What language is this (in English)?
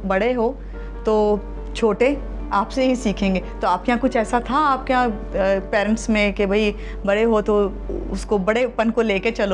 Urdu